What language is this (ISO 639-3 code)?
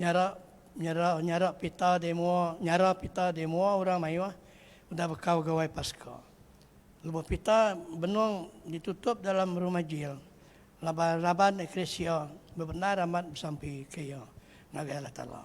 iba